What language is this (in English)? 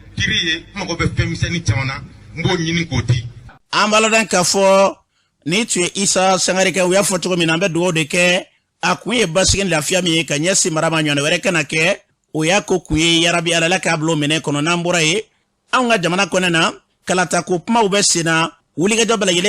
Bambara